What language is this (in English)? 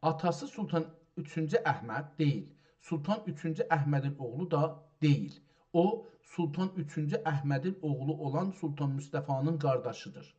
South Azerbaijani